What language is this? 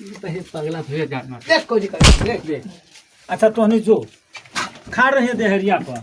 Magahi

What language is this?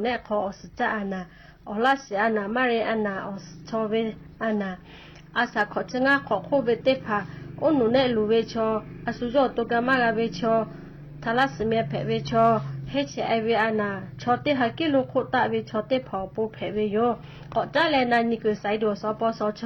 Lahu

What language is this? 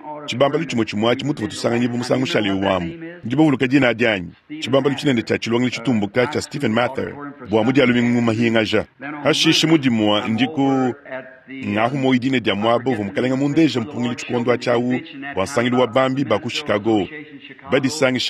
Luba-Lulua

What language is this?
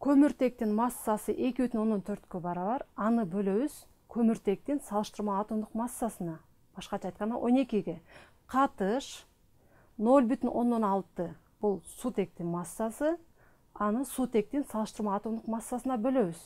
Kyrgyz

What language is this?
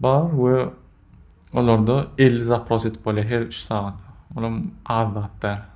Turkmen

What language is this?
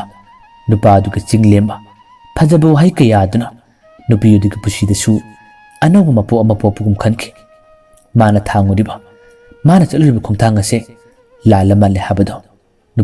Manipuri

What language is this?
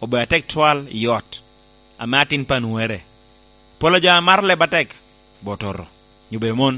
Lango (Uganda)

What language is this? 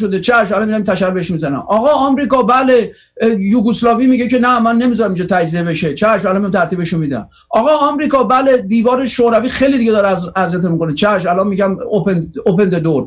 Persian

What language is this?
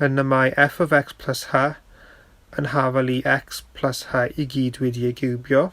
Welsh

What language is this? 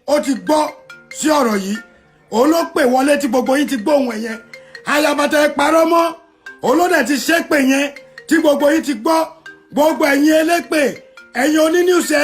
Yoruba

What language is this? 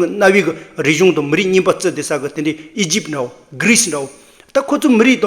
Tibetan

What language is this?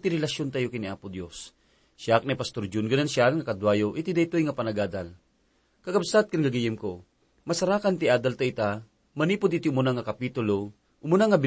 Iloko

